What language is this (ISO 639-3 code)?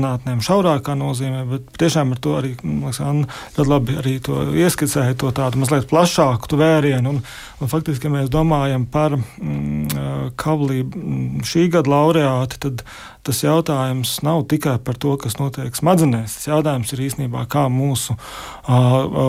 lav